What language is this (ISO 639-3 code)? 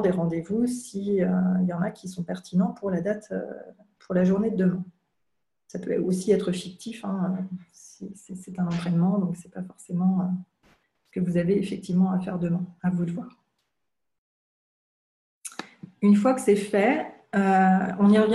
fra